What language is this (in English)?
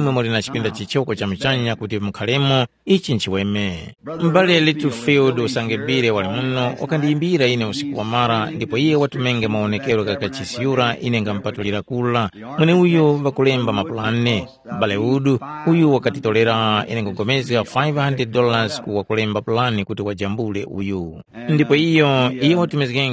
Tumbuka